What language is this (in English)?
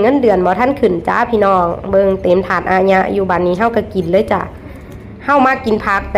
Lao